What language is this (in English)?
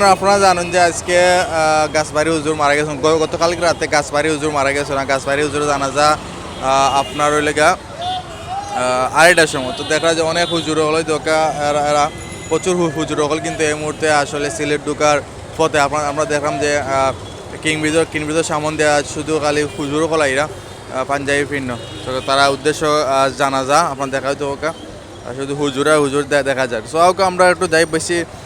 Sylheti